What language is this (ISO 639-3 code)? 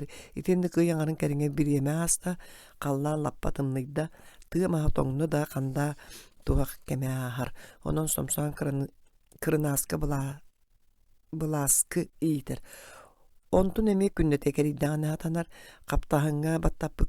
sah